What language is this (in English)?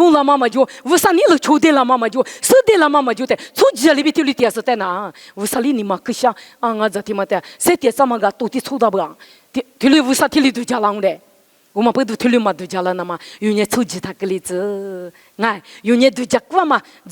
Lisu